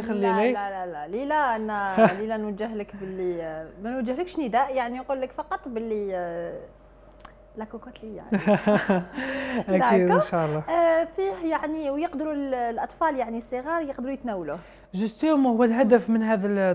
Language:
Algerian Arabic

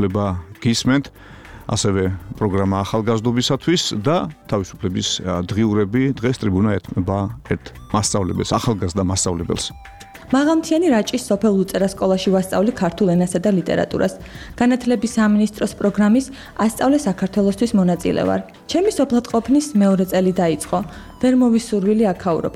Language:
Georgian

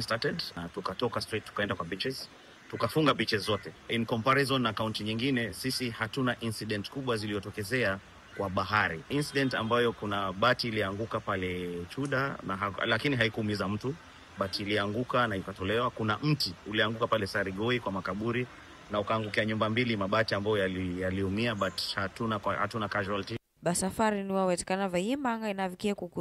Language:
Kamba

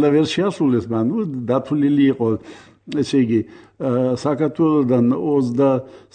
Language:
Georgian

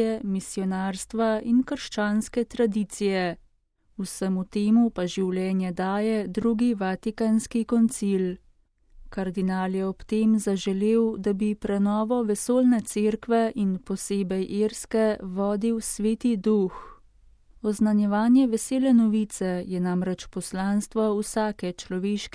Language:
Slovenian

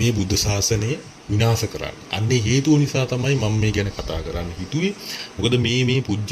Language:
Sinhala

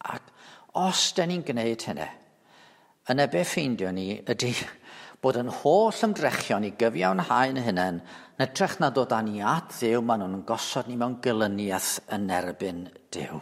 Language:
Welsh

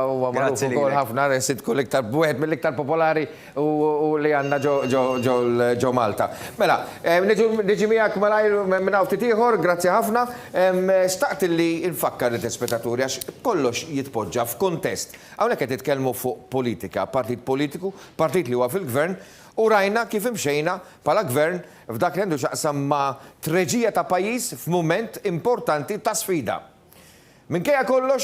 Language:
Maltese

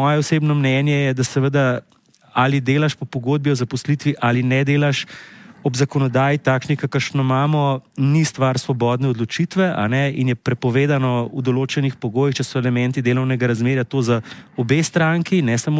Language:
Slovenian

